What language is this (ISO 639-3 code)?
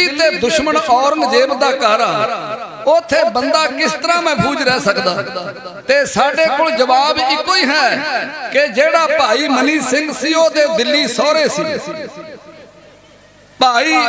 pan